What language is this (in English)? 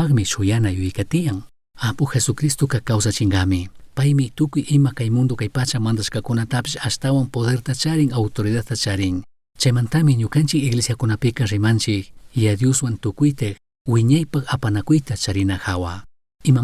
Chimborazo Highland Quichua